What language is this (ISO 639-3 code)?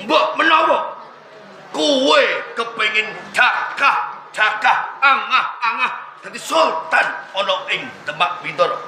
jav